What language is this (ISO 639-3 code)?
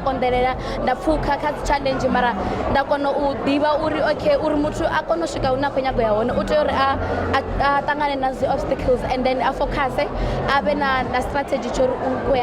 ven